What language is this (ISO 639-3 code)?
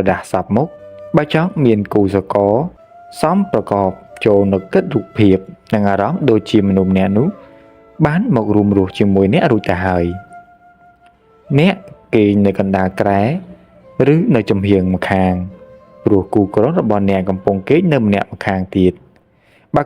khm